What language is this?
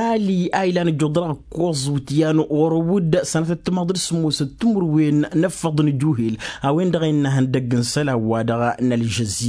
Tamasheq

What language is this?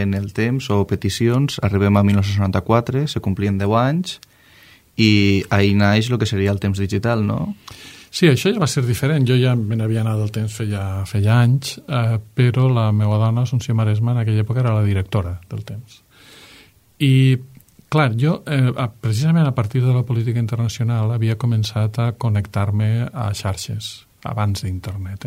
Catalan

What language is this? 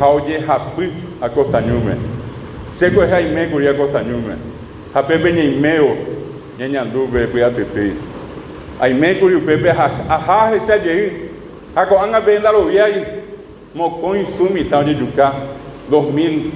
Guarani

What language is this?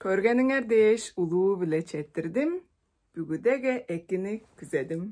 Tuvinian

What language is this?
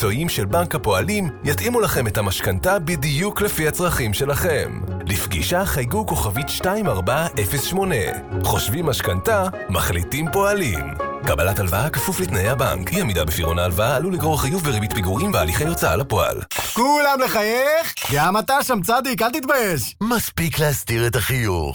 Hebrew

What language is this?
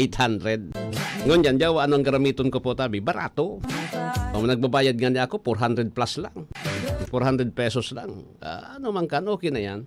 Bikol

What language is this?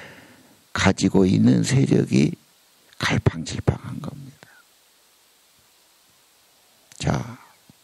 Korean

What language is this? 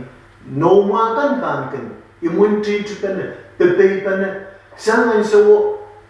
Pohnpeian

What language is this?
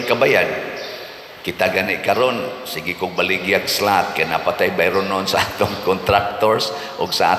Cebuano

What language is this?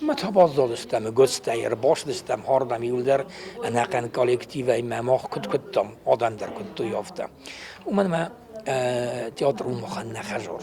Ossetic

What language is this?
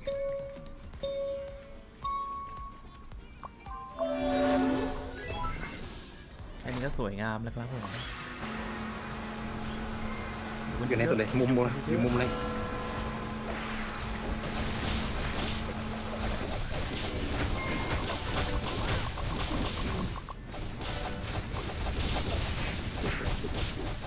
Thai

